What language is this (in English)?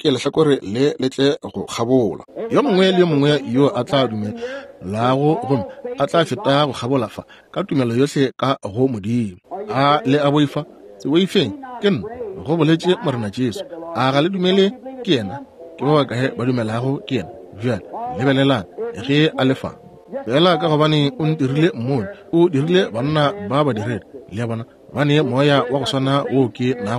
Northern Sotho